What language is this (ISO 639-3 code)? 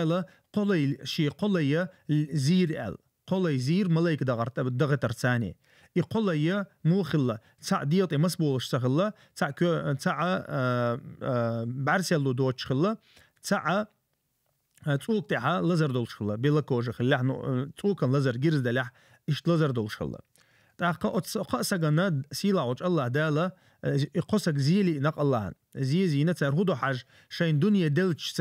che